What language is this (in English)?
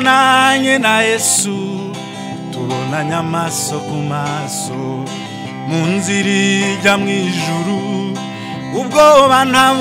Kinyarwanda